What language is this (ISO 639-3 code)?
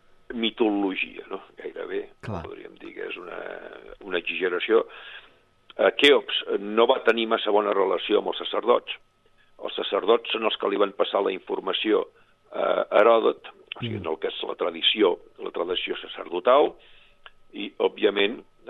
cat